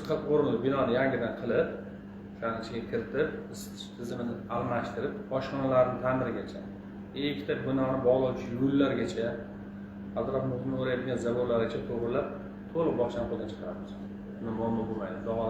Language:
Uzbek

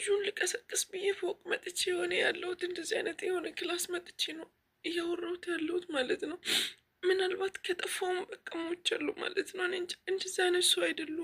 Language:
Amharic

